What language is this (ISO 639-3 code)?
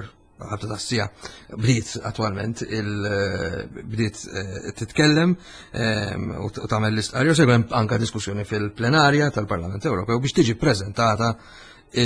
mlt